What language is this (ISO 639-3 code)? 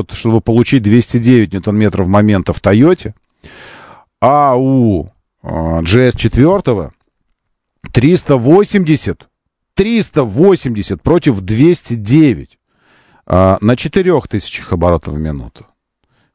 rus